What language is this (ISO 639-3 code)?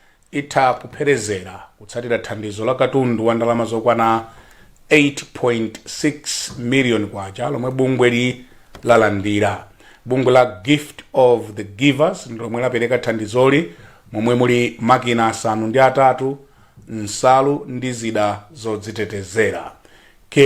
nya